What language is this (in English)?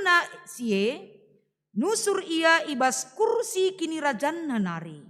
Batak Karo